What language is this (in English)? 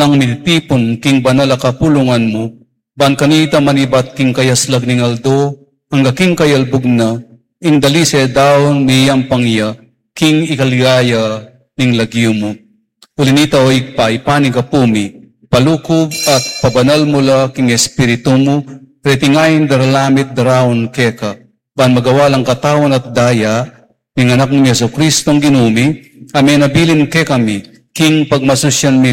Pampanga